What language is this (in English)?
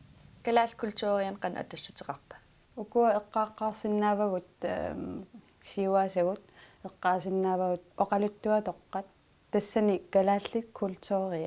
Kalaallisut